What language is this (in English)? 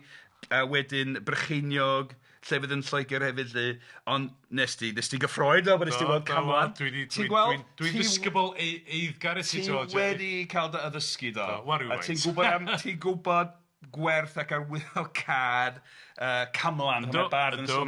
Welsh